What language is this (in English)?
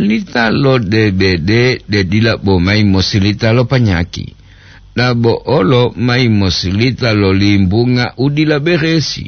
Gorontalo